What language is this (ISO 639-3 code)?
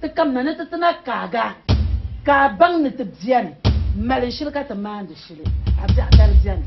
dag